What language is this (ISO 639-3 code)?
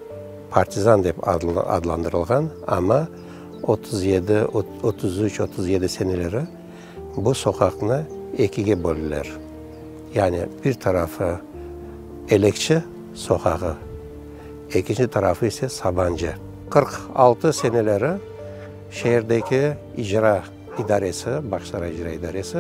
crh